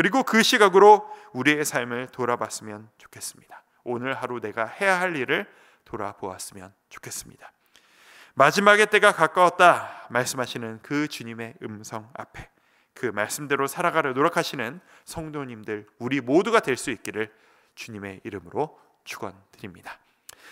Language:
Korean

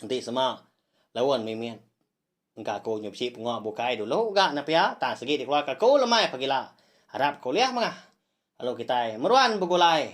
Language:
Iban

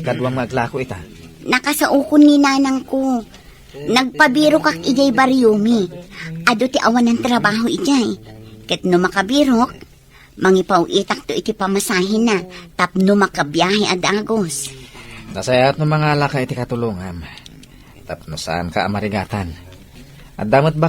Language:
Iloko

